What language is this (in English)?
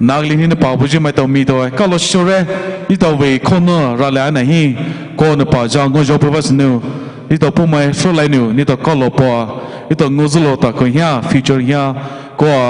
Poumei Naga